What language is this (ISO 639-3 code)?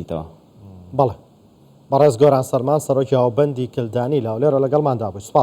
ckb